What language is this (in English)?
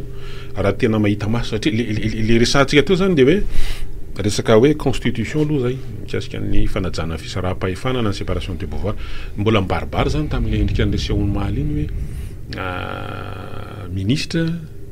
Malagasy